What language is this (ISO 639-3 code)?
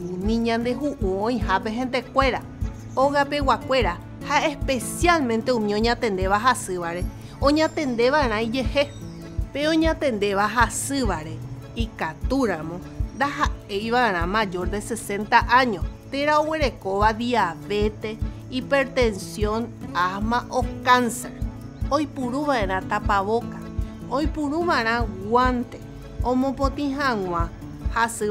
grn